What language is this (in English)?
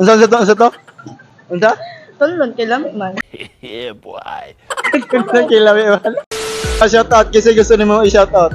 Cebuano